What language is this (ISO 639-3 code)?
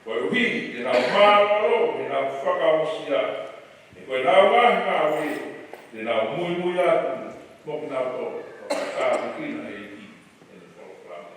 ton